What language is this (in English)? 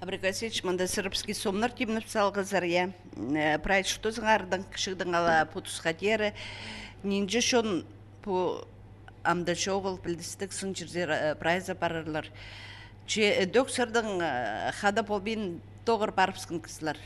Khakas